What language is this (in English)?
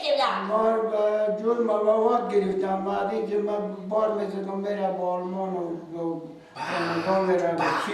Persian